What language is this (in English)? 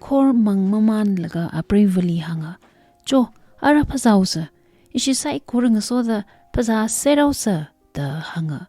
Tangkhul Naga (India)